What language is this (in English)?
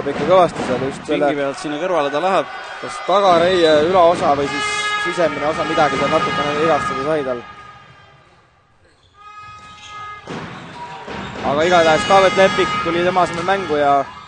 Estonian